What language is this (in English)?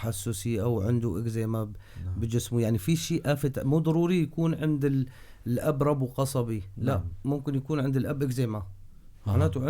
North Levantine Arabic